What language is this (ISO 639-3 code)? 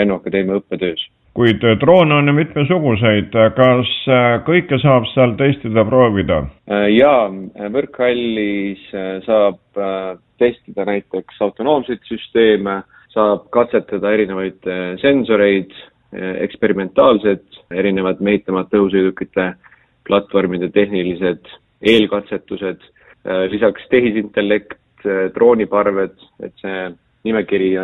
est